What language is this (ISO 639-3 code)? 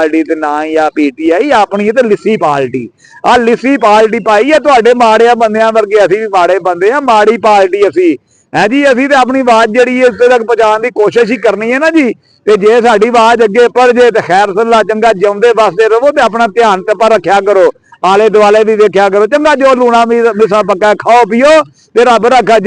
lah